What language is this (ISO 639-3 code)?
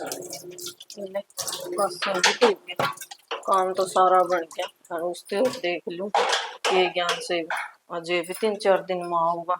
bgc